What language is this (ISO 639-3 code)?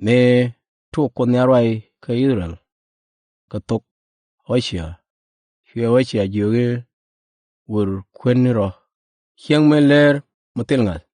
nus